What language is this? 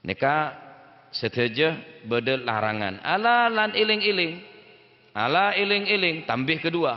Madurese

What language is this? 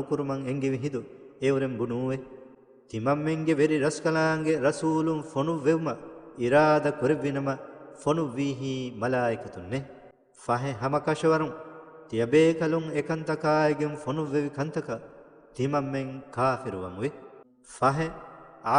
Divehi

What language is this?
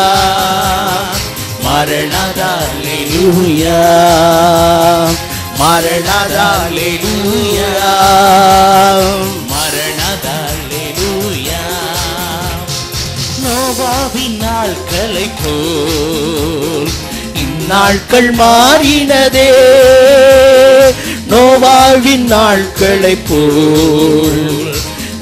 Tamil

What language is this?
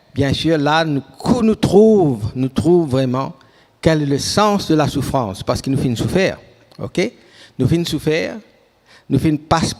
Morisyen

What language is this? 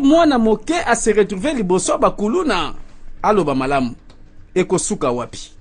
Lingala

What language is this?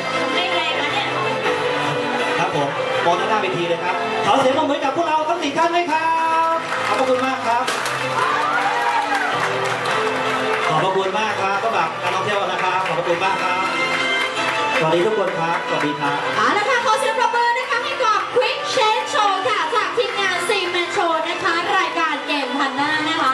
Thai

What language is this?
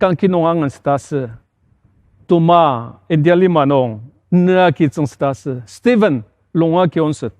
Ao Naga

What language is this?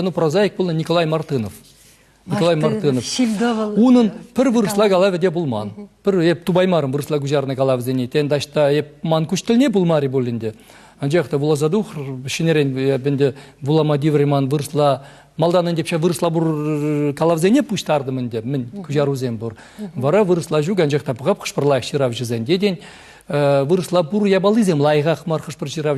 Chuvash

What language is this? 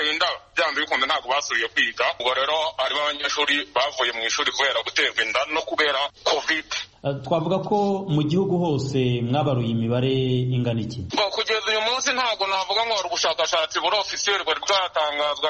Kinyarwanda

